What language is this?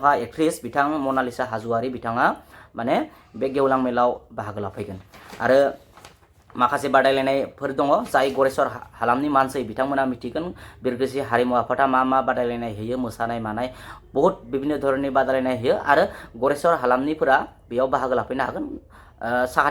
Bodo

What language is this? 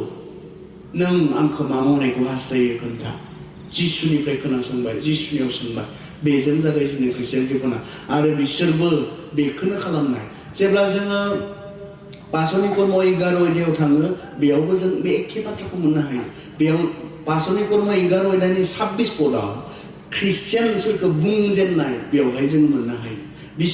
Bodo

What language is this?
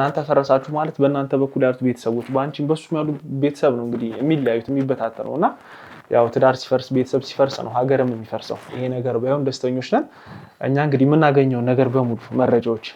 Amharic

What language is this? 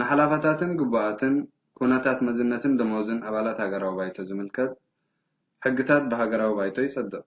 Tigrinya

